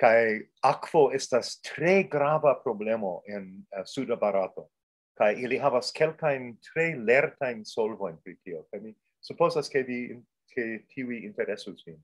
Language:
Esperanto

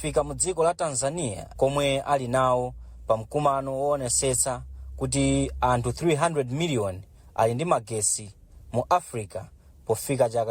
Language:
Nyanja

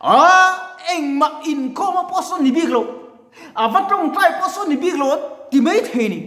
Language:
Mizo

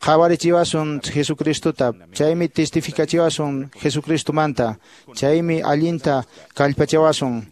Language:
Quechua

